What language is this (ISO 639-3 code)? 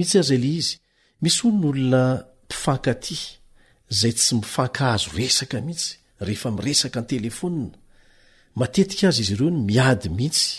mlg